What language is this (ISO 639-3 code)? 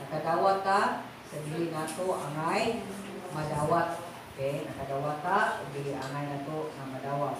ceb